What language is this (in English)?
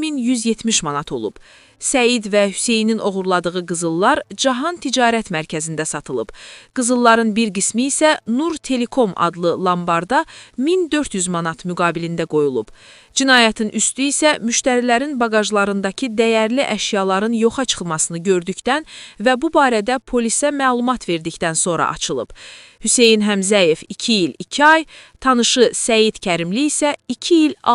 Azerbaijani